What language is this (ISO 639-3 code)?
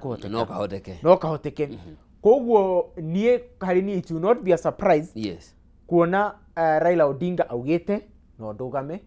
kik